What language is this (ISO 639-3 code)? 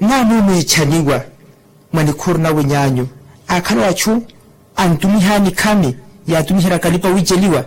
vmw